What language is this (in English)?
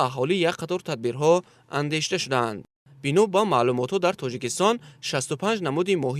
Tajik